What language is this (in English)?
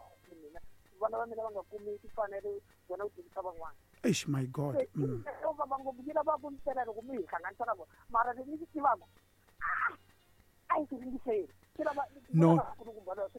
Tsonga